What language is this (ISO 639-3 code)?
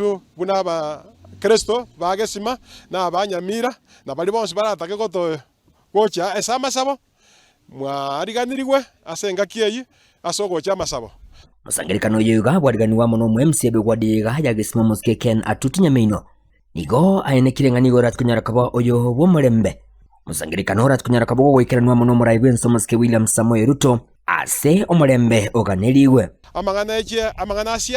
guz